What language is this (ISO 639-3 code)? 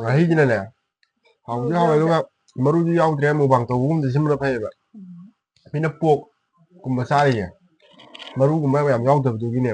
mni